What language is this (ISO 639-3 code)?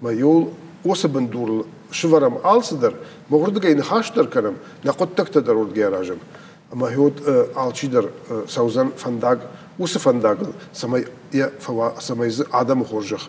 oss